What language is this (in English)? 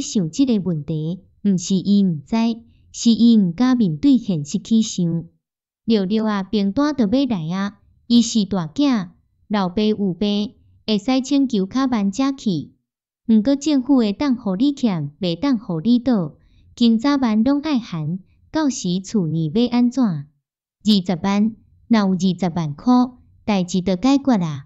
Min Nan Chinese